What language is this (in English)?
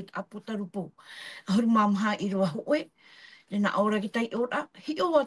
Tahitian